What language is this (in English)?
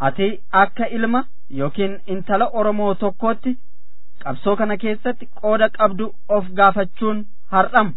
Oromo